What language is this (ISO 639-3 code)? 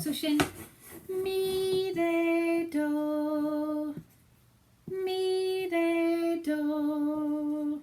gla